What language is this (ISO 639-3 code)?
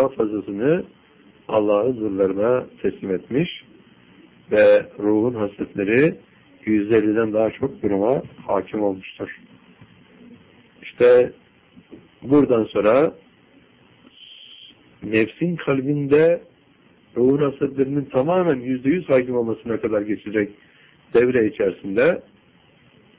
tur